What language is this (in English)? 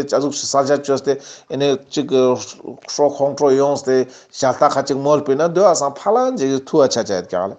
Ladakhi